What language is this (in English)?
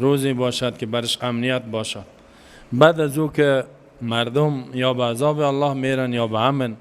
Persian